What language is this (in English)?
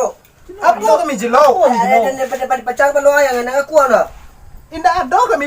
Minangkabau